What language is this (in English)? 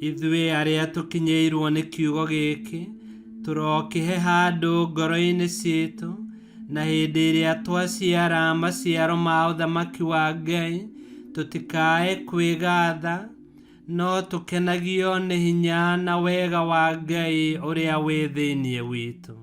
Kikuyu